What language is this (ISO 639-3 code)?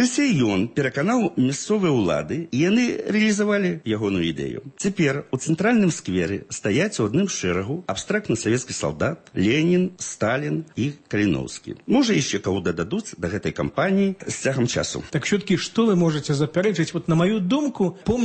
bel